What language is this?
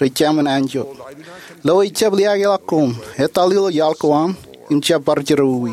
Marshallese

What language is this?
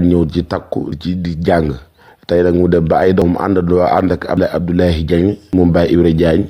Wolof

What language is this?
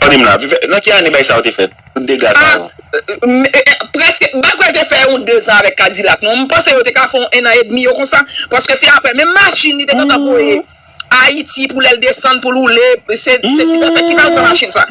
Haitian Creole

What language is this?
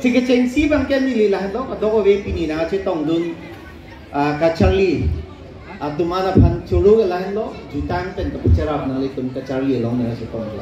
Karbi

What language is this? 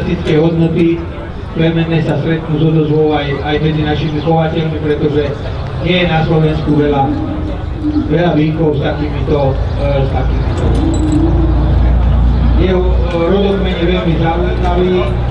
Slovak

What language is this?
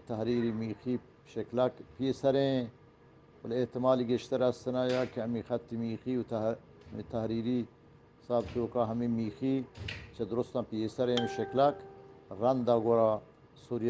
Eastern Balochi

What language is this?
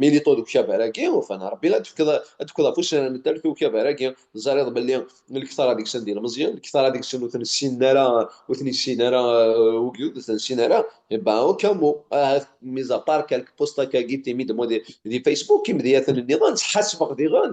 Kabyle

